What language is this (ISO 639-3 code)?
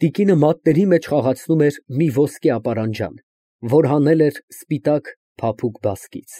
hye